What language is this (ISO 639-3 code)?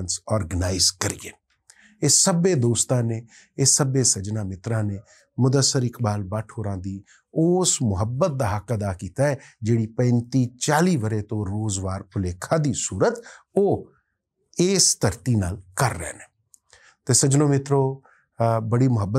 lah